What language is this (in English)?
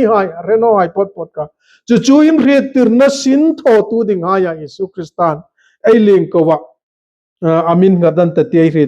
Hmar